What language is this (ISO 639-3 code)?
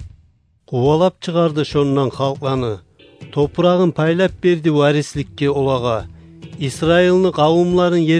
kum